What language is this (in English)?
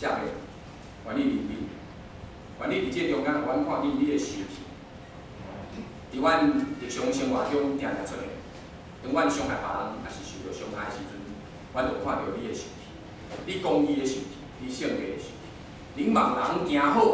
Min Nan Chinese